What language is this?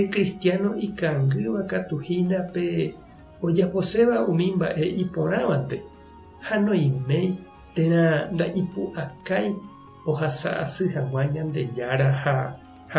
Guarani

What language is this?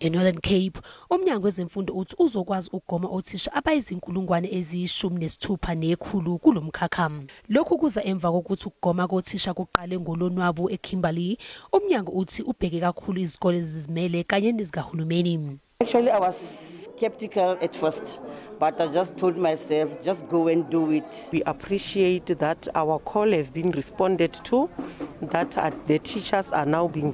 Zulu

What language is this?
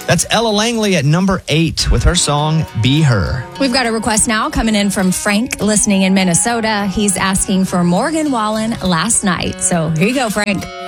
English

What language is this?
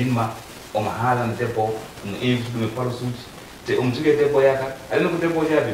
Fula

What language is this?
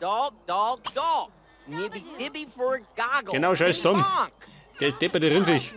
Bavarian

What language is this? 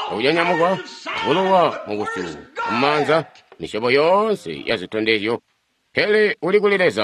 Tonga (Zambia)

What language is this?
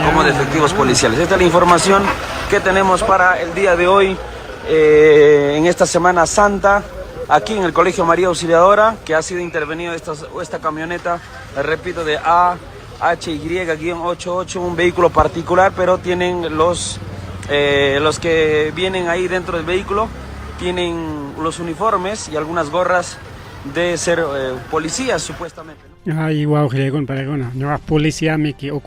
Ayacucho Quechua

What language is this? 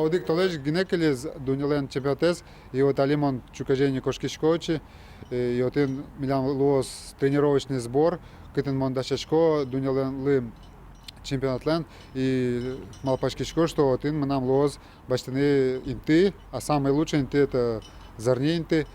Udmurt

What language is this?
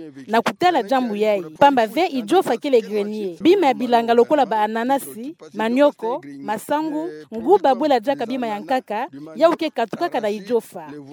Kituba (Democratic Republic of Congo)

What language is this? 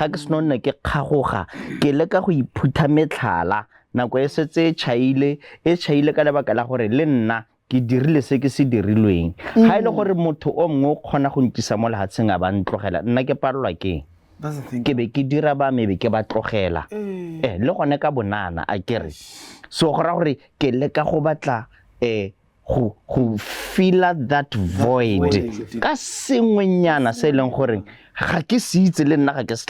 Tswana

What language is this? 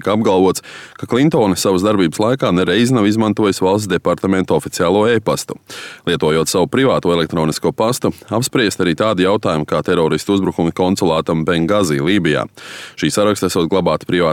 Latvian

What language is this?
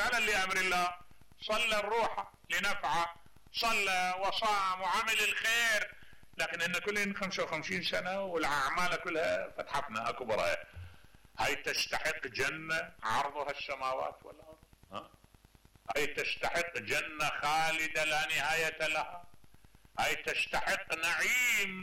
Mesopotamian Arabic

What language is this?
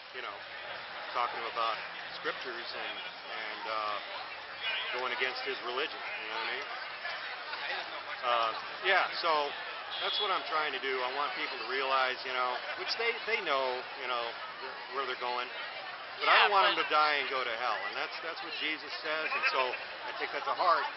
English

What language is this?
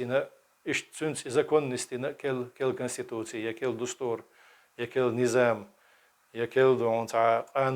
Chechen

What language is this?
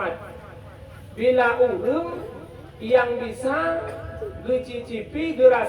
Achinese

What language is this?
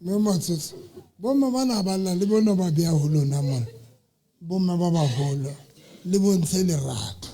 Southern Sotho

